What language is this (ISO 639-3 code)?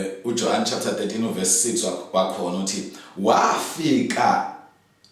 zul